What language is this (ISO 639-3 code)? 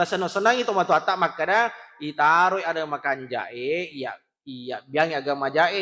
bug